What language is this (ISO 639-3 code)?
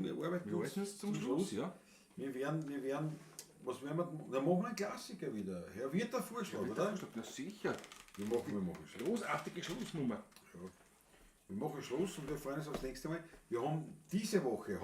bar